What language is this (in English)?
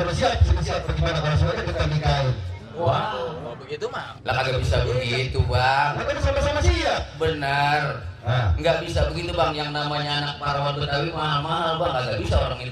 Betawi